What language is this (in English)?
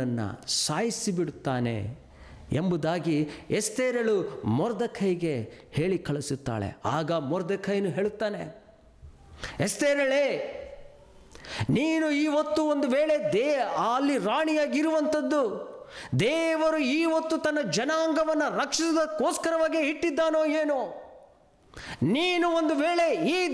Kannada